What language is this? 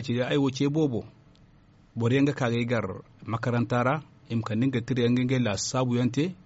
Zarma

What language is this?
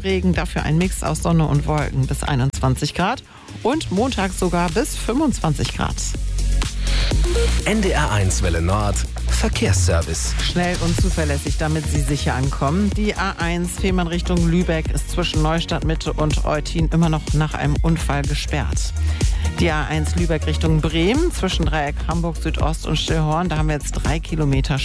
German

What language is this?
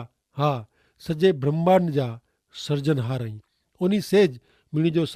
Kachhi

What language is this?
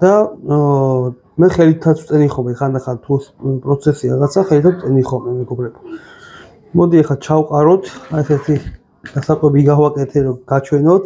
Georgian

